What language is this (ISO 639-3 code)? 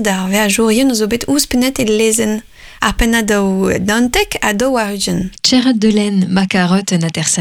bre